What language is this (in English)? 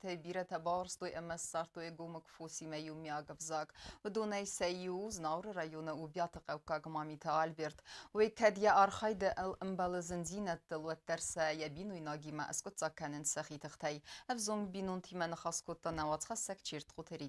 Ossetic